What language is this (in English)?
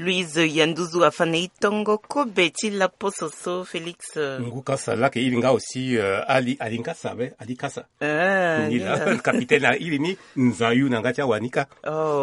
Sango